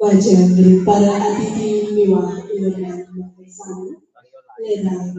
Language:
Balinese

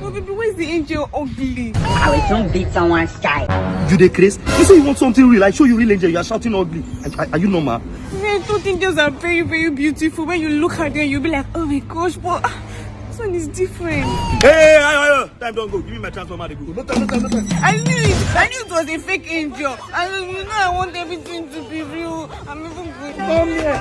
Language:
Nigerian Pidgin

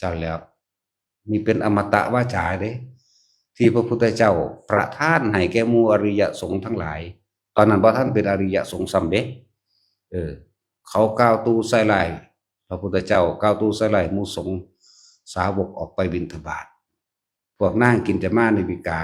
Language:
Northeastern Thai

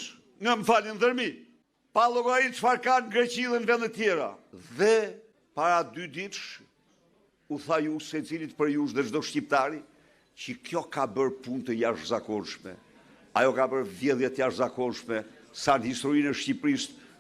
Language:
Albanian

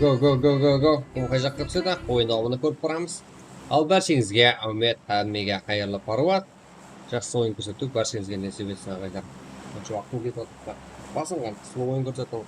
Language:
Kara-Kalpak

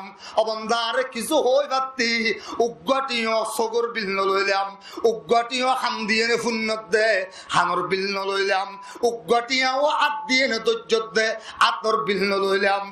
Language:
Rohingya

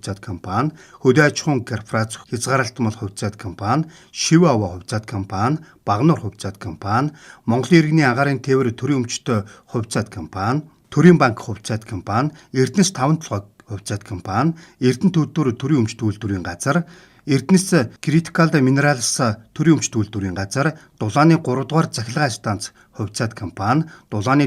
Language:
Mongolian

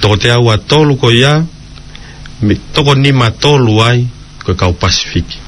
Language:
Tongan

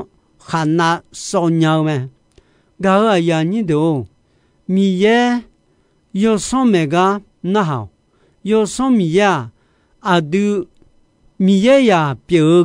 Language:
Akha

